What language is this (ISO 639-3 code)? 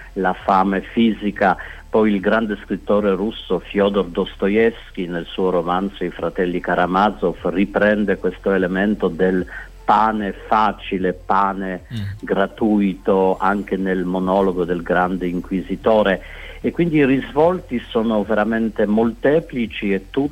ita